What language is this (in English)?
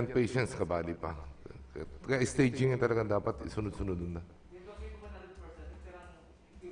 Bikol